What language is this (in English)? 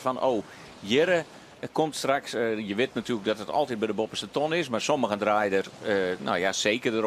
Western Frisian